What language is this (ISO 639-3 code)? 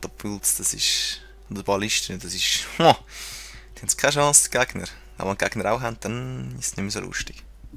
gsw